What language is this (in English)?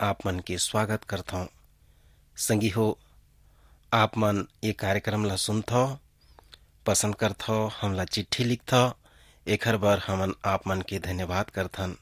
Chhattisgarhi